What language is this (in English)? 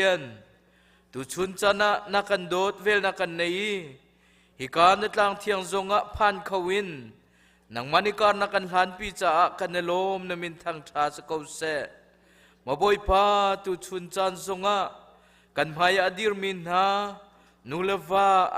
Hakha Chin